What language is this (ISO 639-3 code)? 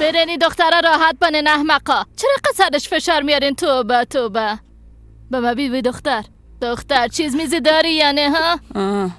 fas